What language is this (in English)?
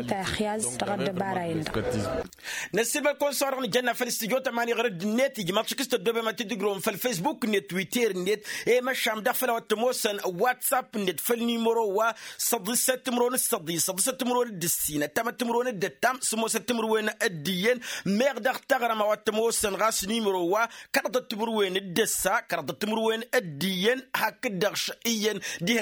Tamasheq